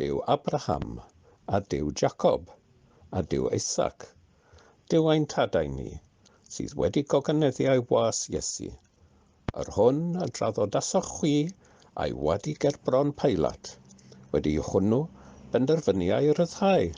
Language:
Welsh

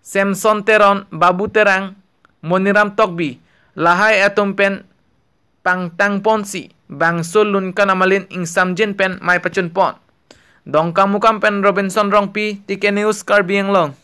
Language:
Karbi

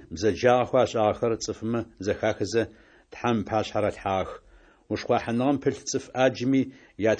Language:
Adyghe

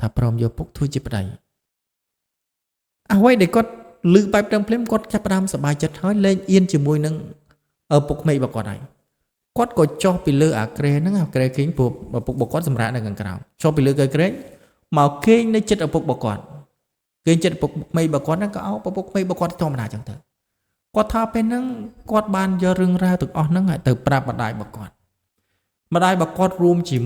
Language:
Khmer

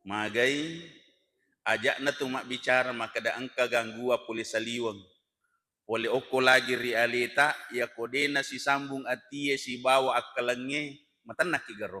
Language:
Buginese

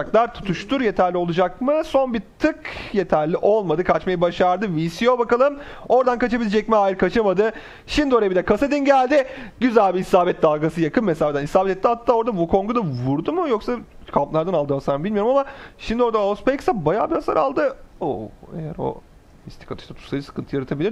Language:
Turkish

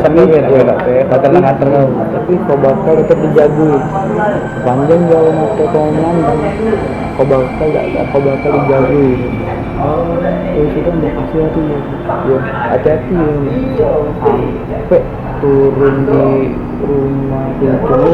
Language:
Musi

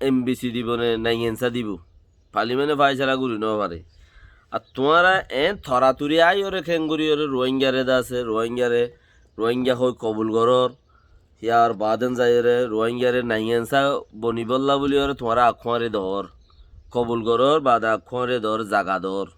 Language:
Rohingya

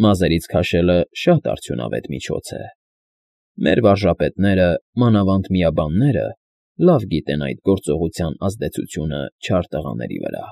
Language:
Armenian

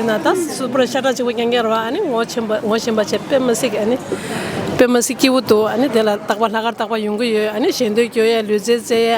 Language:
Tibetan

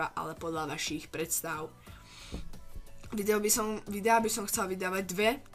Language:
Slovak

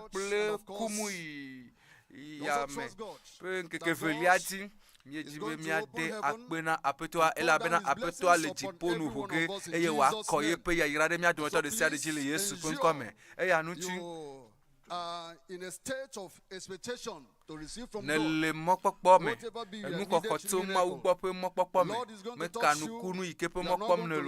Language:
Ewe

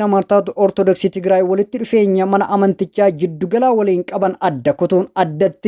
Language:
Oromo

